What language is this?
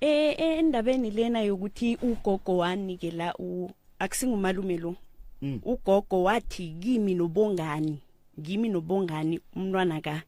Northern Sotho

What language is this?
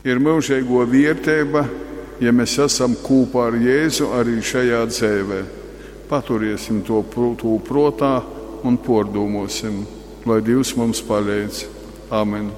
Latgalian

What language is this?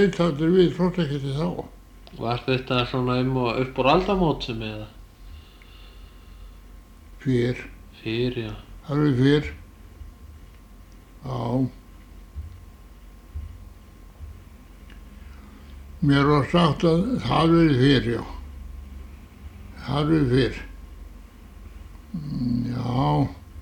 Icelandic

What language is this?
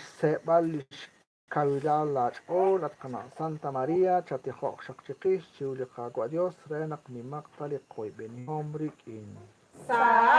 Kekchí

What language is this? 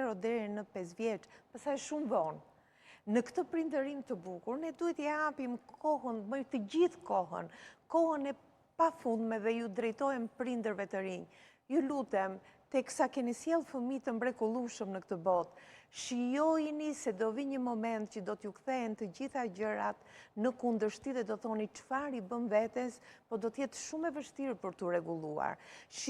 Albanian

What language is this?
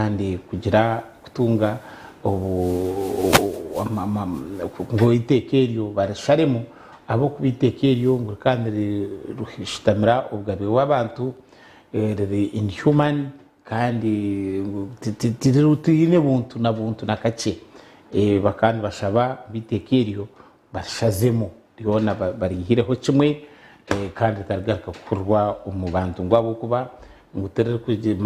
Nyankole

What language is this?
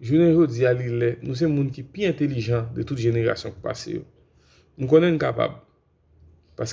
Haitian Creole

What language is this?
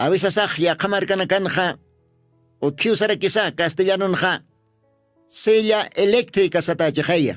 Aymara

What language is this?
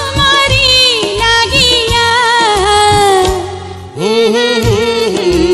Bangla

